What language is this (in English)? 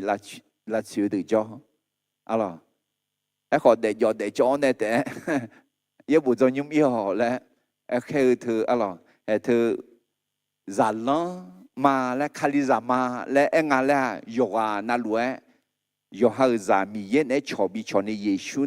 Akha